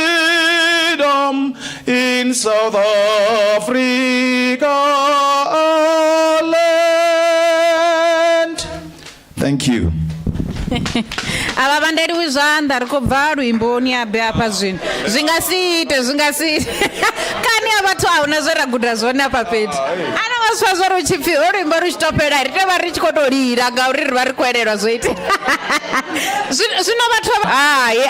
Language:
Venda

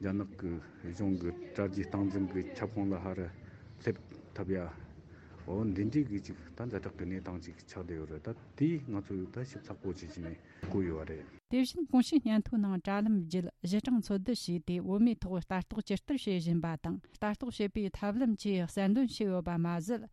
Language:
Tibetan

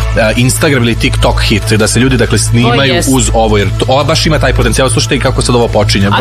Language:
Serbian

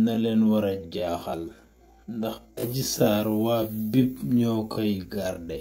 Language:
Wolof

